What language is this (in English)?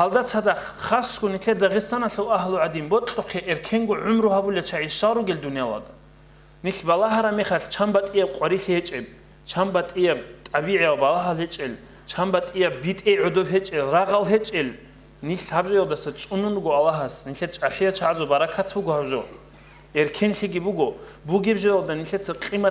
Avaric